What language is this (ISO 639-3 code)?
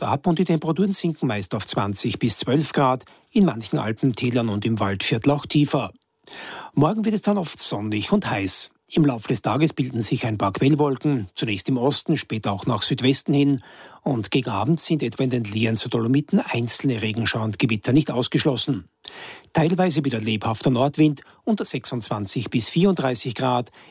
deu